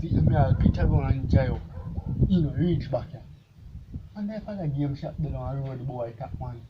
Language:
Jamaican Creole English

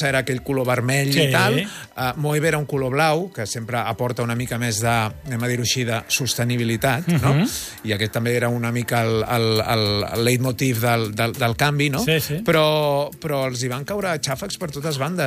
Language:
Catalan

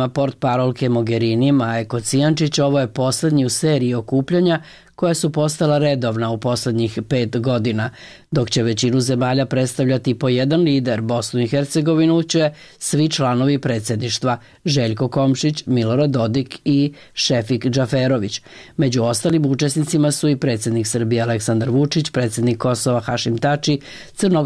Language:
Serbian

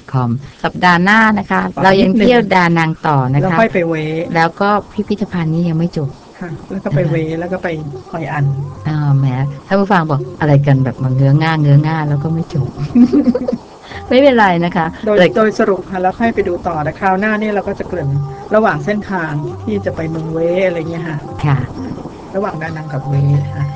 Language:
Thai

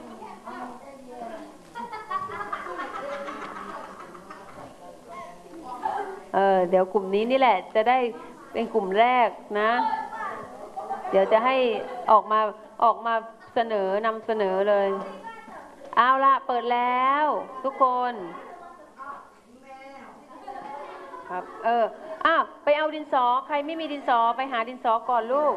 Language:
Thai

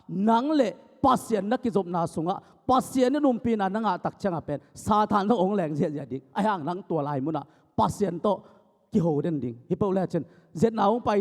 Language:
Tedim Chin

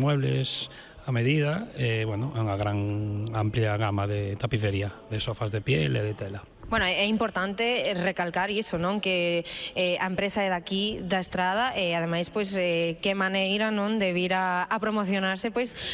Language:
Galician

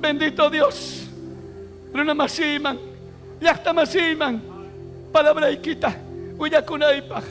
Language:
Ayacucho Quechua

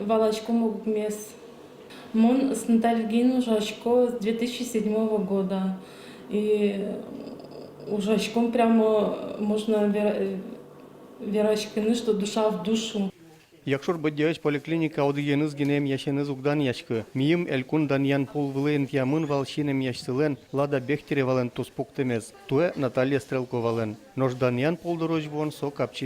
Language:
Udmurt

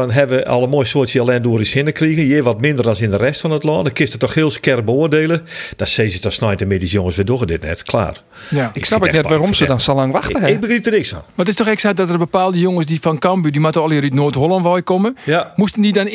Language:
Western Frisian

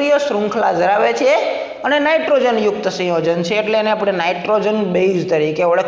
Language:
Gujarati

